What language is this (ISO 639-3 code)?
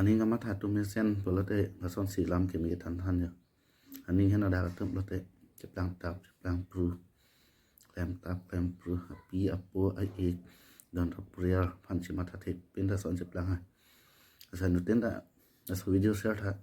mjw